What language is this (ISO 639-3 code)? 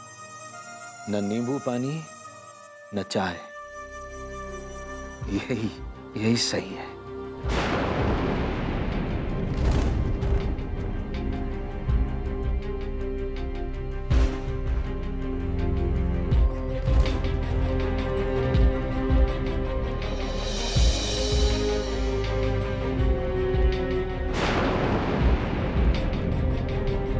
hin